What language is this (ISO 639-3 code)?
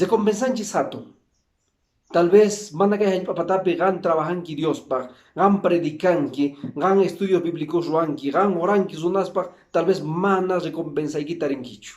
que